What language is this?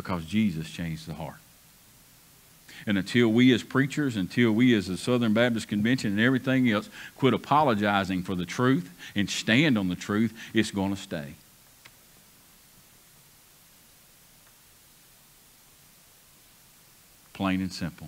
English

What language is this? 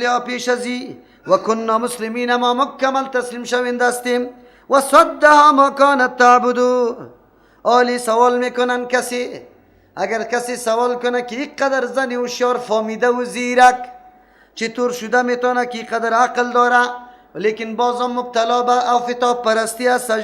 Persian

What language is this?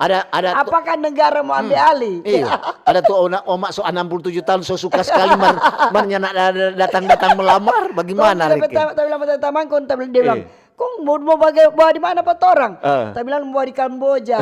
Manado Malay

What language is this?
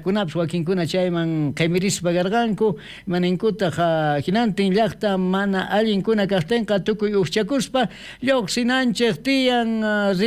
South Bolivian Quechua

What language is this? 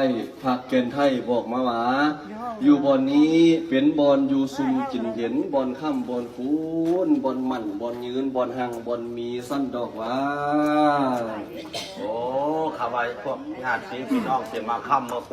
Lao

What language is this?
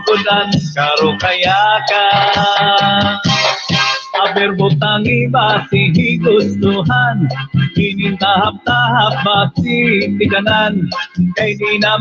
Waray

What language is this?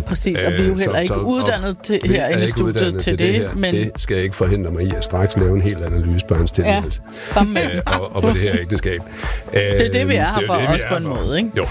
Danish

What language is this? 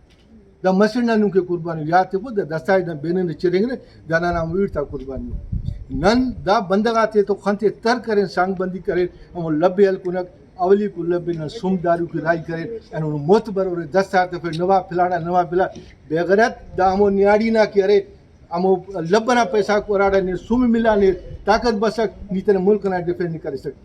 Brahui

